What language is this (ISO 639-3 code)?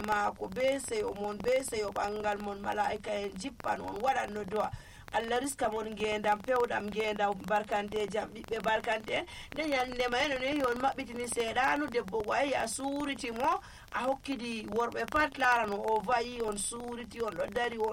fuv